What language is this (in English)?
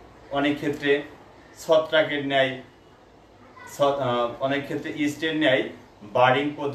Bangla